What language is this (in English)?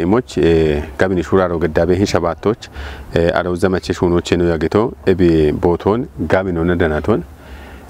Kafa